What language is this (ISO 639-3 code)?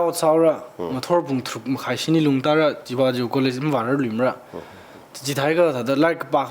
nmf